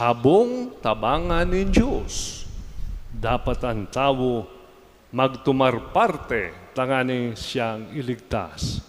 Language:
Bikol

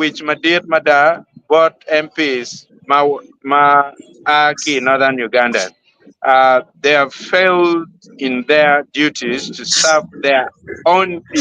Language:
Acoli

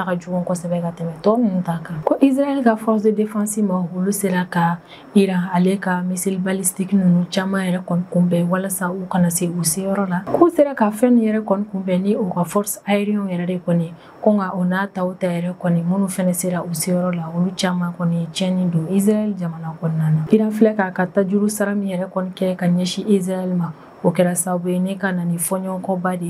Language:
Bambara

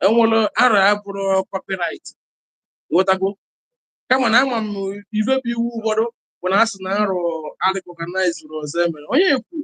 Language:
Igbo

